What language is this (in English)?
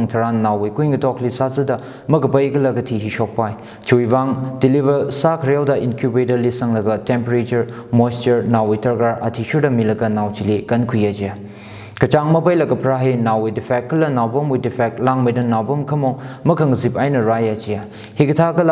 Tangkhul Naga (India)